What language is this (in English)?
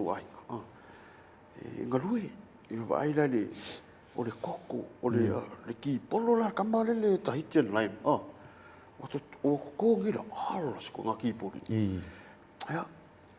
Samoan